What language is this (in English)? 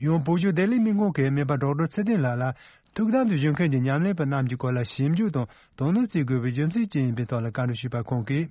Tibetan